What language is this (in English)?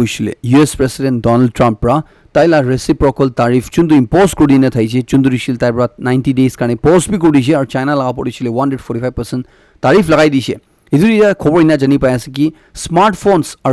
Naga Pidgin